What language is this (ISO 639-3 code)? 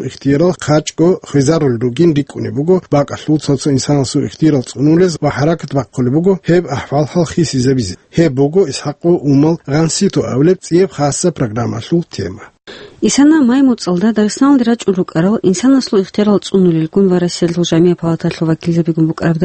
ava